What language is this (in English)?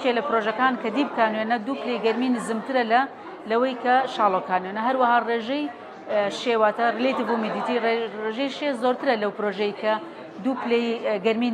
Central Kurdish